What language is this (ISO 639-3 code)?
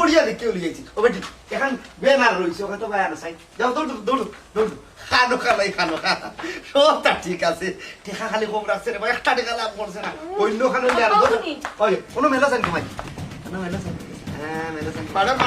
syl